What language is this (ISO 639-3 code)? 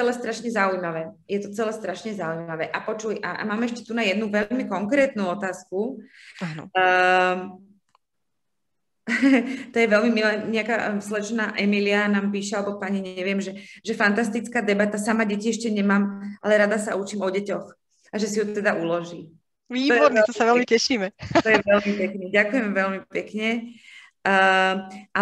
slk